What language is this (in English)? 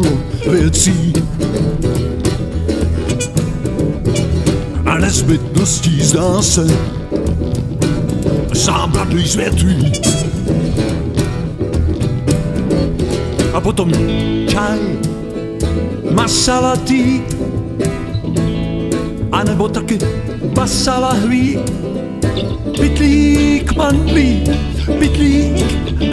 Czech